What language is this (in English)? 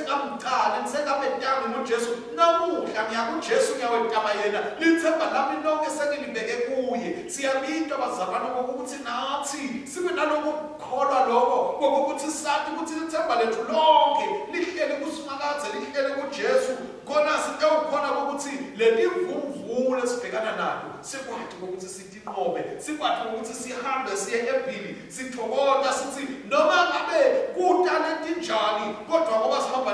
Swati